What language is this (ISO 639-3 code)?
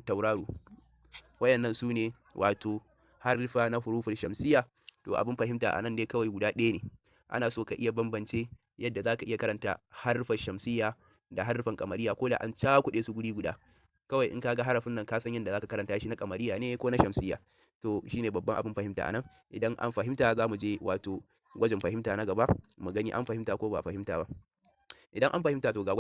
hau